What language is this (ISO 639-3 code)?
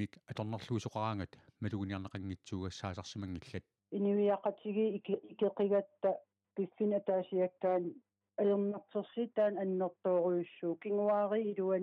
kal